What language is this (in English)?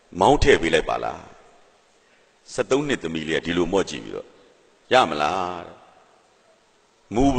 Burmese